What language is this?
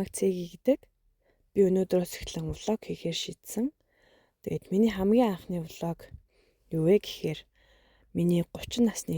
Mongolian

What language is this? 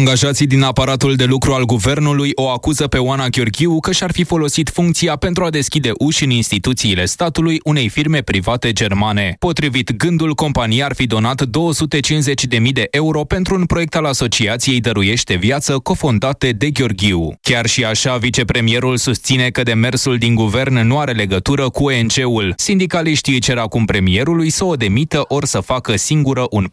Romanian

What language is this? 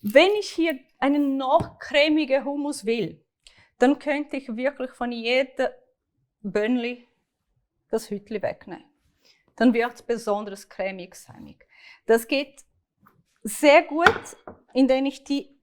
Swiss German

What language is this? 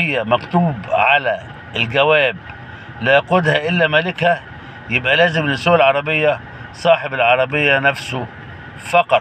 Egyptian Arabic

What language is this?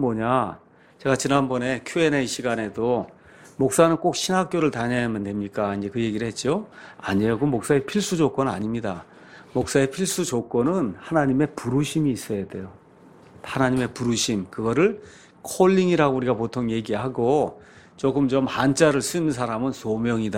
Korean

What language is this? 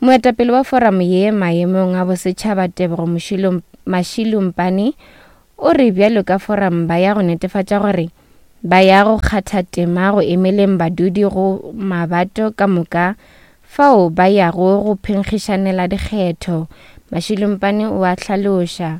Northern Sotho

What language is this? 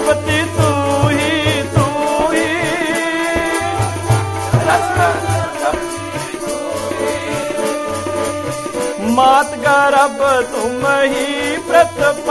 Punjabi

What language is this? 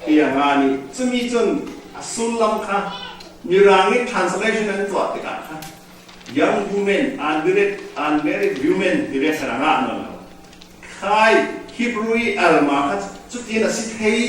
Falam Chin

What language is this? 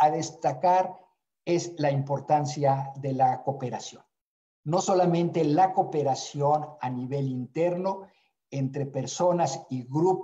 Spanish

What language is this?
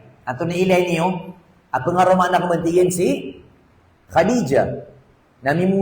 Maranao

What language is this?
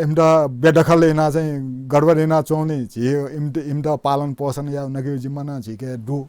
Newari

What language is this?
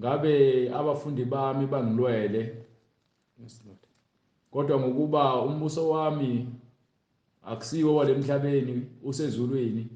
Zulu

